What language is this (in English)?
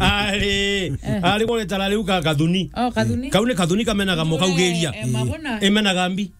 Meru